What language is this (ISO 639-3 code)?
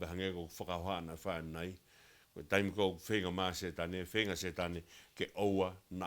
ton